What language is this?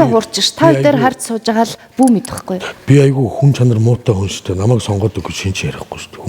Mongolian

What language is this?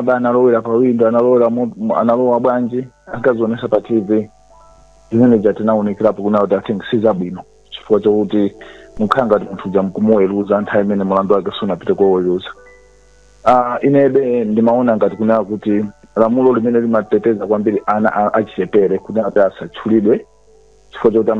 Nyanja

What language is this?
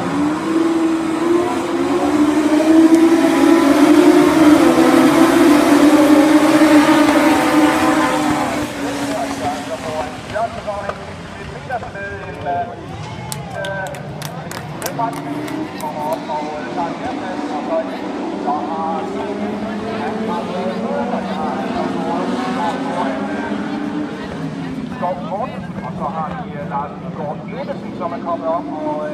Danish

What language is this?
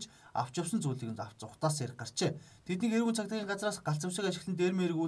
Mongolian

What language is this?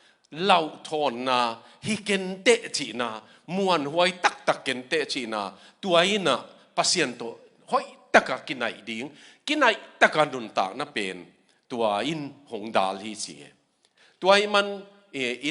Tedim Chin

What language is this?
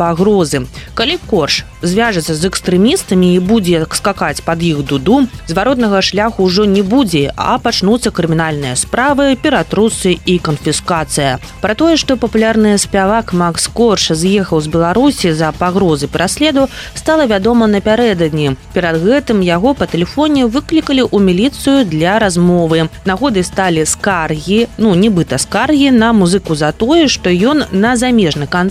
Belarusian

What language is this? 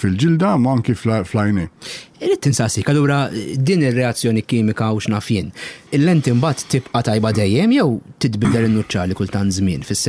Maltese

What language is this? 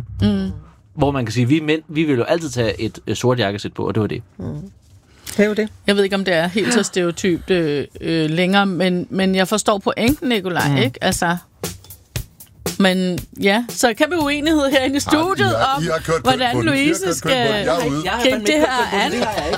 Danish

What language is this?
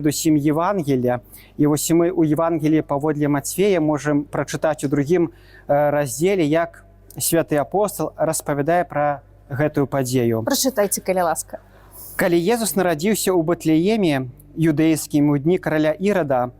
Belarusian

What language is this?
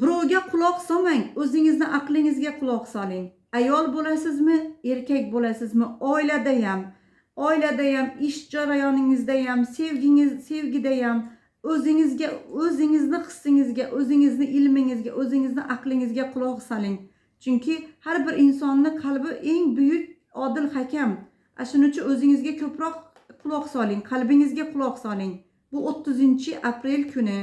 Uzbek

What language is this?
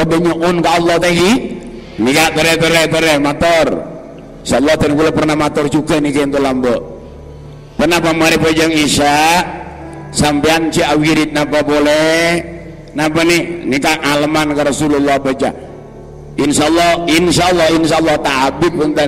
Madurese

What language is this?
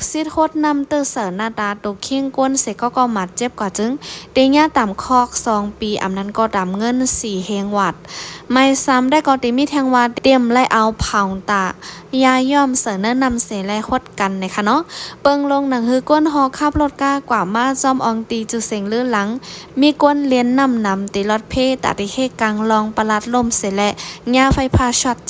Shan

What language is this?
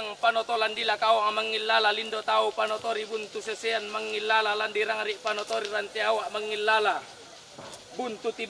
Toraja-Sa'dan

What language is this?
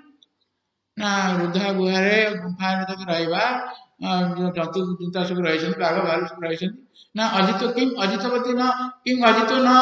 Odia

